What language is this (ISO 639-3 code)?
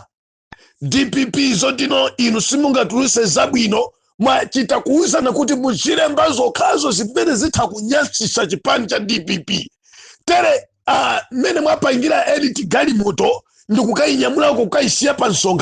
nya